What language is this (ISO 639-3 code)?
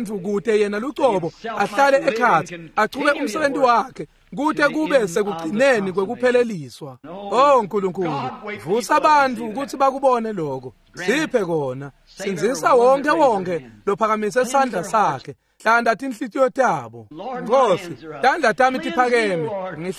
ssw